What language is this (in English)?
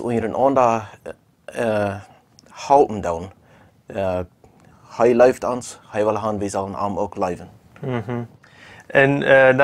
Plautdietsch